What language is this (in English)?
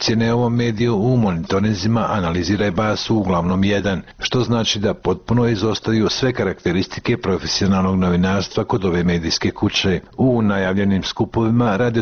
Bosnian